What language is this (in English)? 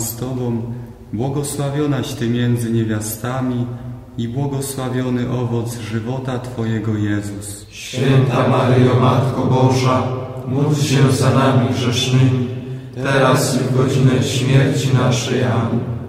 Polish